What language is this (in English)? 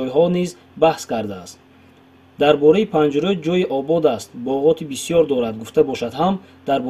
Tajik